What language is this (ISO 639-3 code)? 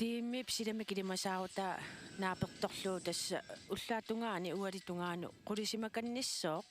kal